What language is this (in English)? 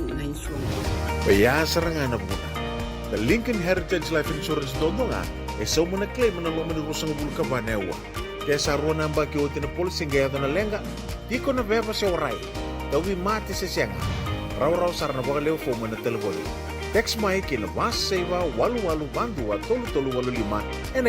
Fijian